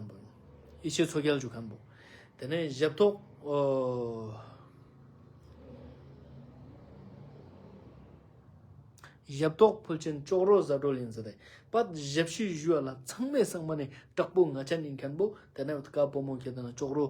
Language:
Ladakhi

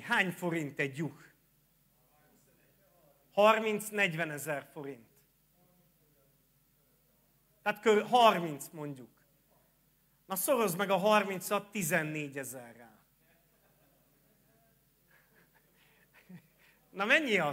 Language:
Hungarian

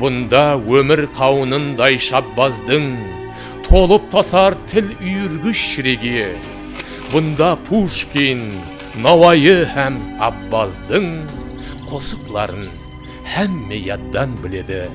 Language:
Kara-Kalpak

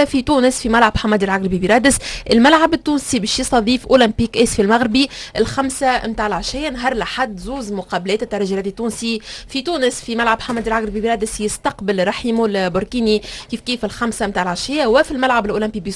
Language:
Tunisian Arabic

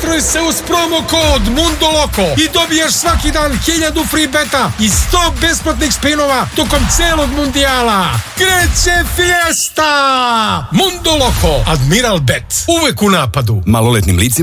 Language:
Serbian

